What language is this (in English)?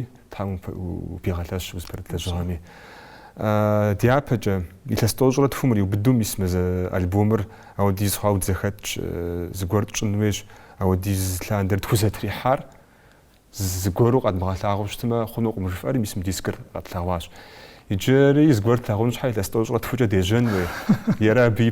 Kabardian